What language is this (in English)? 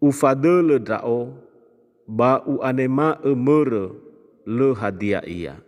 Nias